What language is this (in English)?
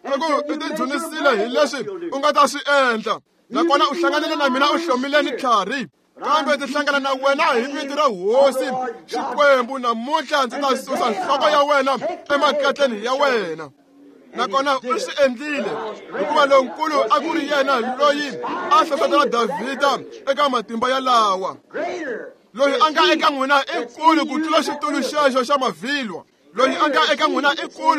Tsonga